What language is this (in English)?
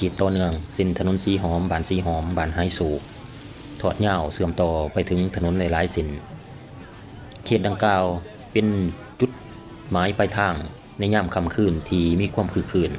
Lao